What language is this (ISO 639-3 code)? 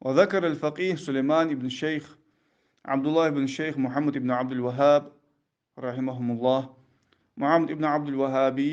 inh